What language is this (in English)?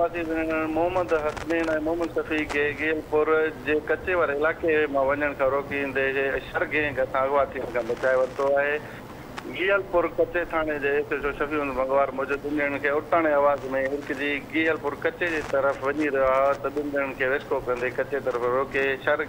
Sindhi